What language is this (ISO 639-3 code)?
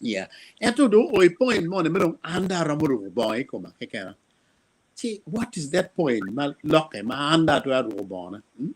ach